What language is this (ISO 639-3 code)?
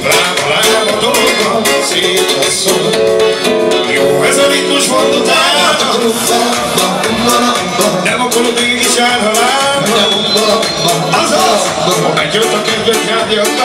hun